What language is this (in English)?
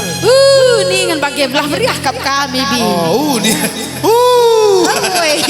Batak Karo